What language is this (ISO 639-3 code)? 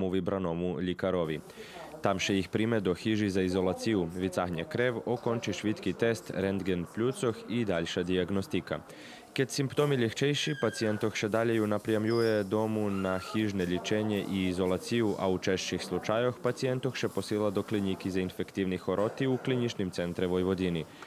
rue